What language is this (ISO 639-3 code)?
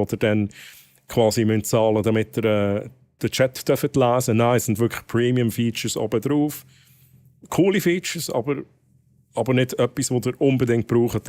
gsw